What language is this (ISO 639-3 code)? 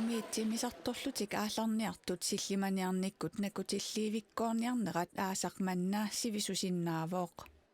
kal